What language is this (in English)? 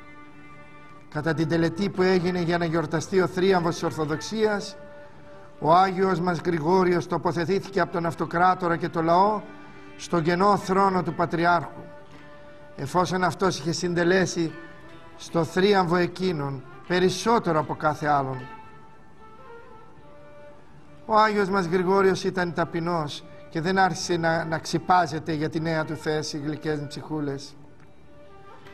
Greek